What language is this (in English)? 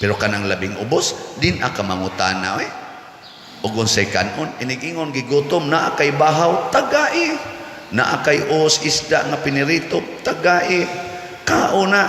Cebuano